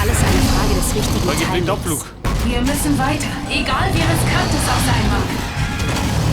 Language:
Bavarian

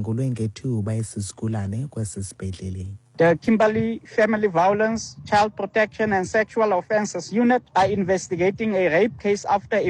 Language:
Xhosa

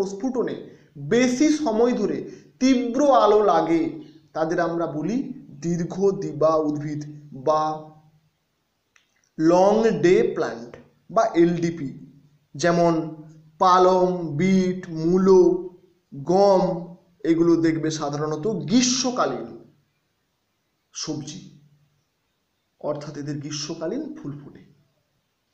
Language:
Bangla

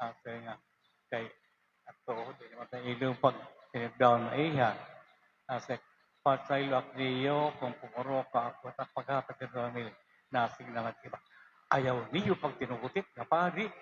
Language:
Waray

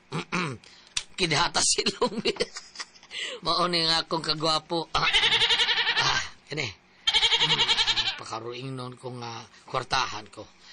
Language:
Cebuano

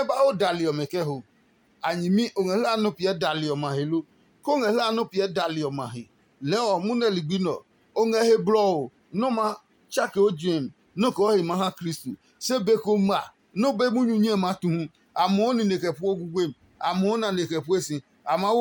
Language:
Adangme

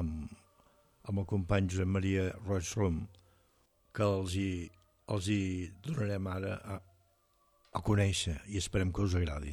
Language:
Catalan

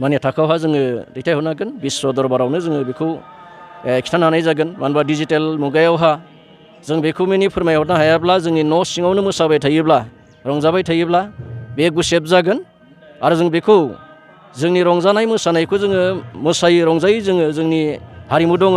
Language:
Bodo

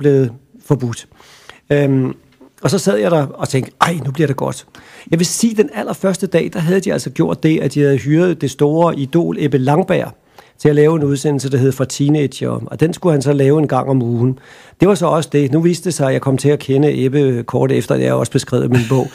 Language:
Danish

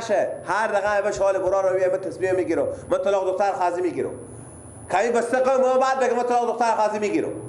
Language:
Persian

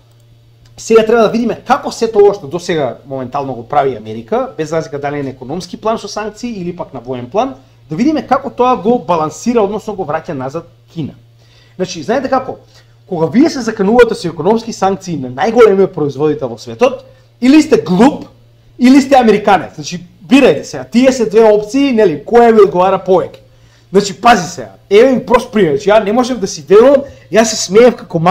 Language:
Macedonian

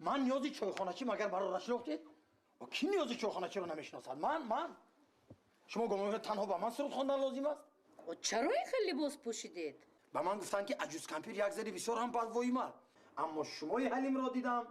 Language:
Tajik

